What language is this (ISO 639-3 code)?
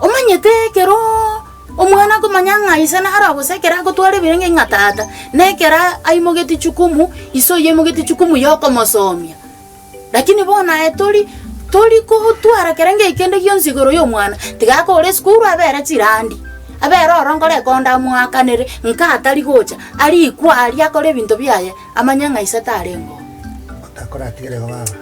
guz